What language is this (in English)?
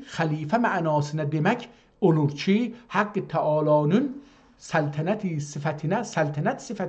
South Azerbaijani